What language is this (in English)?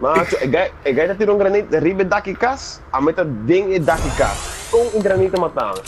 Papiamento